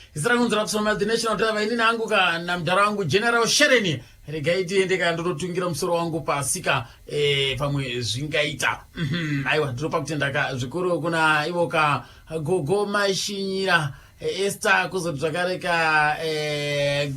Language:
Shona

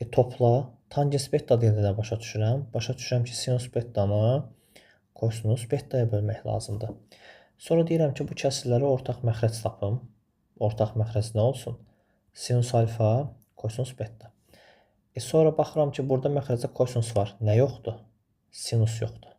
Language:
Azerbaijani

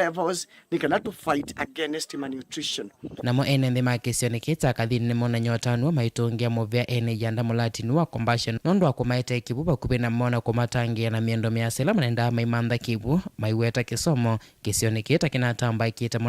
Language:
Kamba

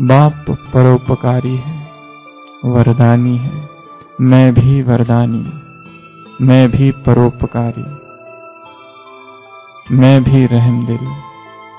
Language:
Hindi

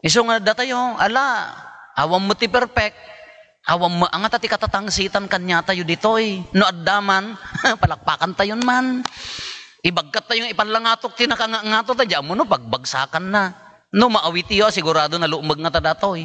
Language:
Iloko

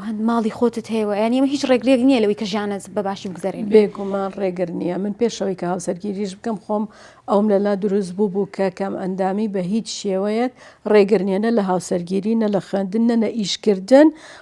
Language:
Central Kurdish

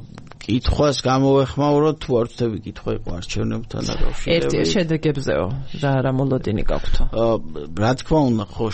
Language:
Georgian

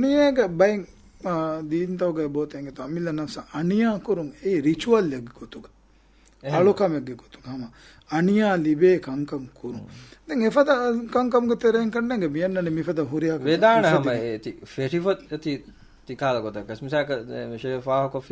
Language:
Divehi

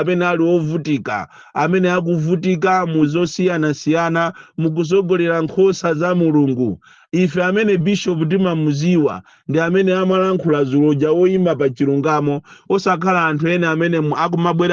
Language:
Nyanja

